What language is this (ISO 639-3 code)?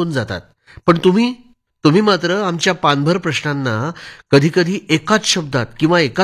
mar